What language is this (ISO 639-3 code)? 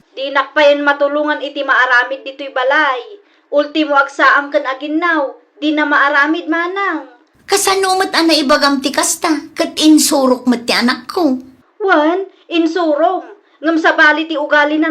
ilo